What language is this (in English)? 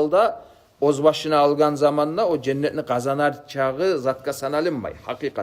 Kumyk